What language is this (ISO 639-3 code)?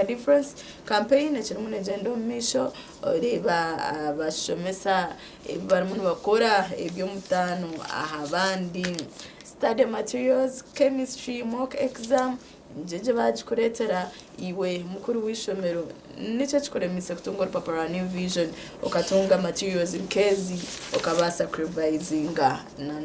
nyn